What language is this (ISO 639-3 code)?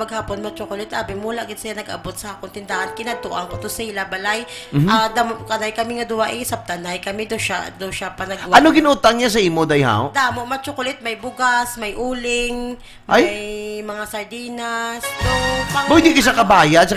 hil